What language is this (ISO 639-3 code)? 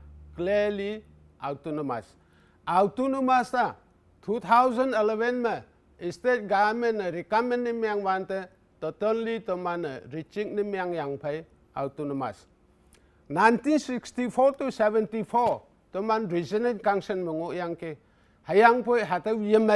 nbe